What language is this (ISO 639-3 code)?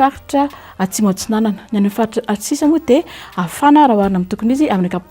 mlg